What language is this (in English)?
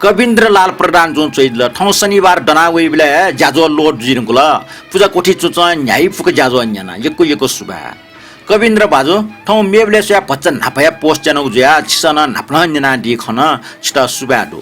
Newari